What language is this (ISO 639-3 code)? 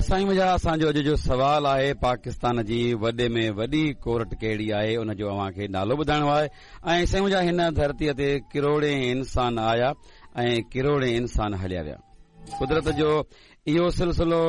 snd